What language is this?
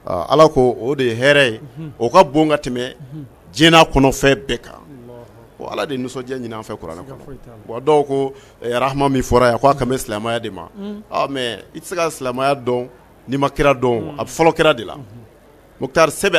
Bambara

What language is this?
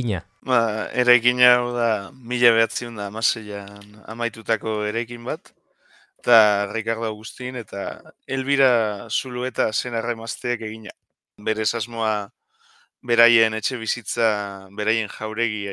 Basque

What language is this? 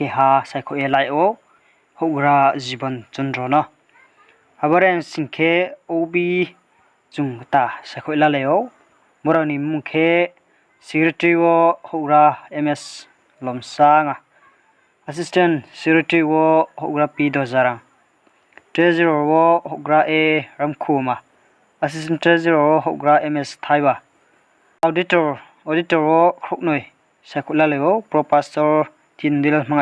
Riang (India)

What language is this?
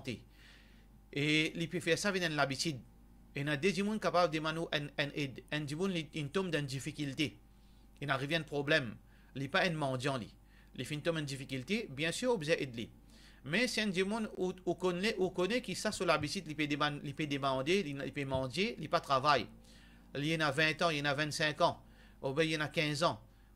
Morisyen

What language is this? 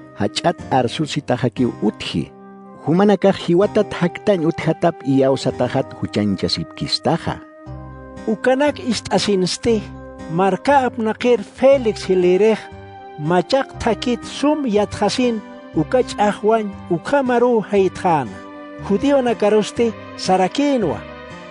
Aymara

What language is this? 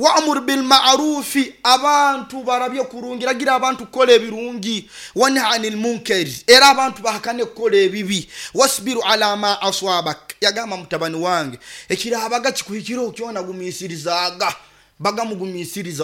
Nyankole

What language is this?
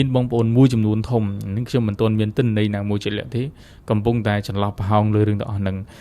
Khmer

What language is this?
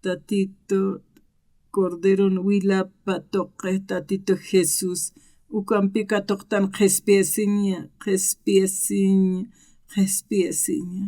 Aymara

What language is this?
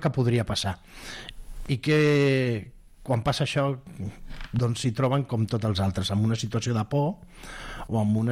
Catalan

